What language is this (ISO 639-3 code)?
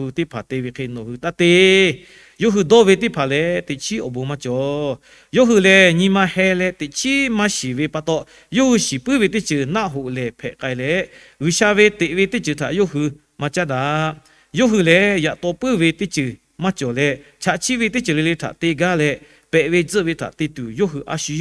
lhu